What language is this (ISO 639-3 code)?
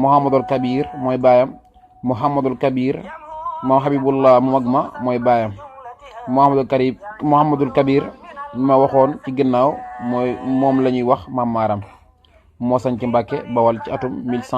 wol